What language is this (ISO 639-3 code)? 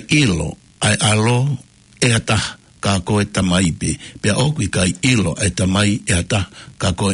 ton